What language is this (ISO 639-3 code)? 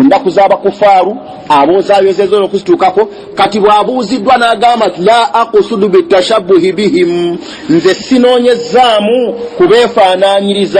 lug